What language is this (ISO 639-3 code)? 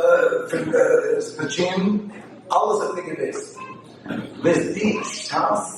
yid